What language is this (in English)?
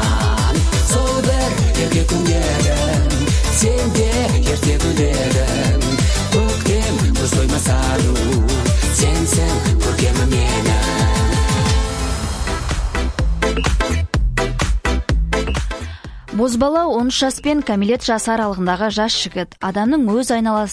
Kazakh